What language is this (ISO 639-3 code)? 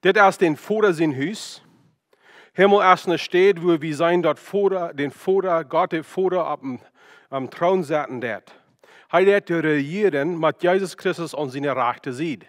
pdt